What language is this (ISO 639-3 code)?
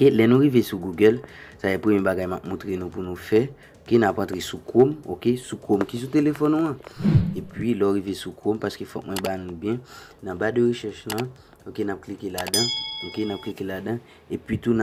hat